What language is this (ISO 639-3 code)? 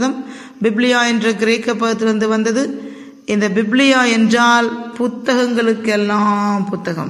tam